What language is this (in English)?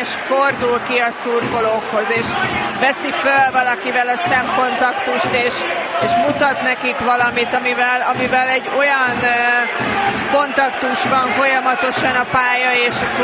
Hungarian